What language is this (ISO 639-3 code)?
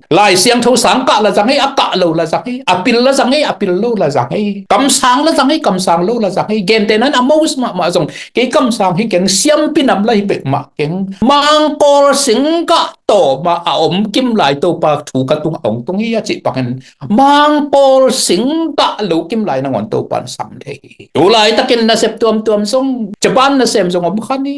ctd